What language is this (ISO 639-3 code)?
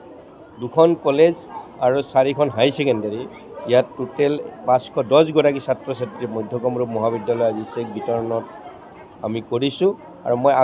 asm